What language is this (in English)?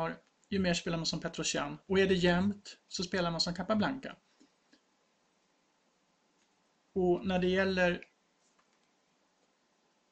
Swedish